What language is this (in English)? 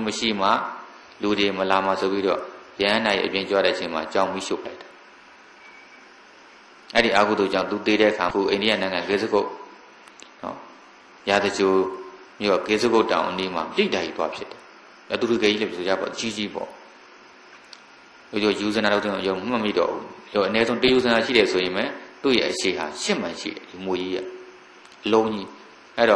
Burmese